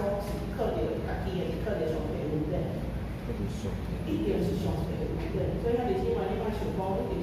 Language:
Min Nan Chinese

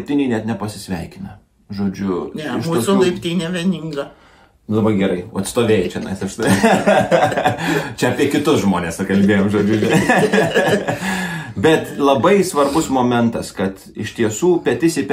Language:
Lithuanian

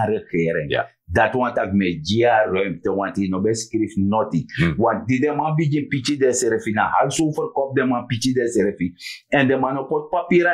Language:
Sranan Tongo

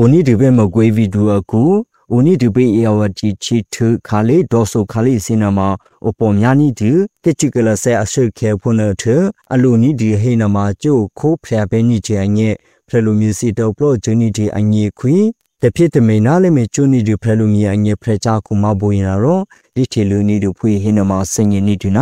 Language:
Burmese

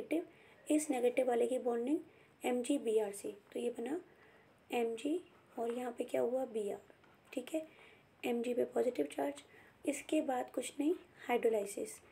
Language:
Hindi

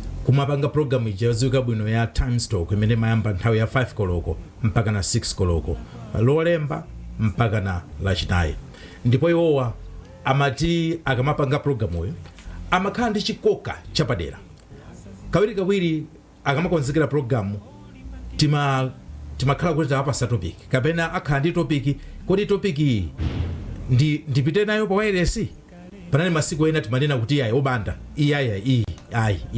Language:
Nyanja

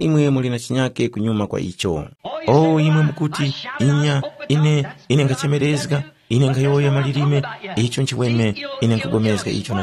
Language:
Tumbuka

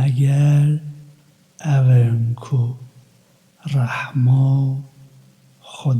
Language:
Kurdish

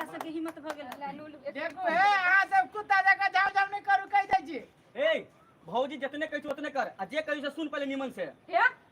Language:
Maithili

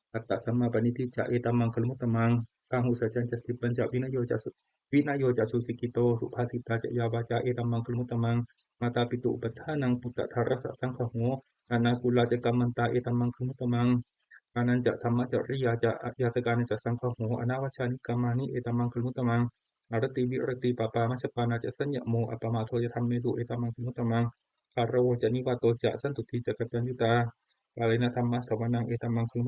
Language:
Pali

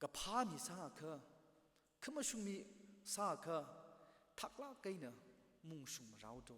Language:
Tangkhul Naga (India)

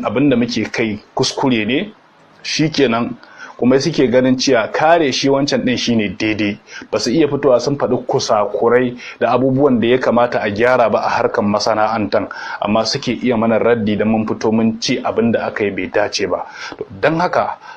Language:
Hausa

